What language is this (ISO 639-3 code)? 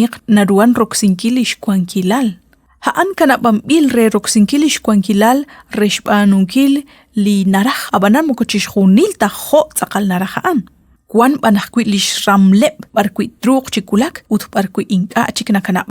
kek